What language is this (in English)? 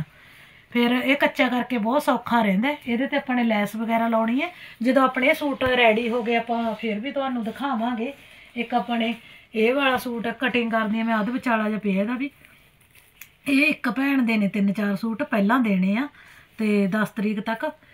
Punjabi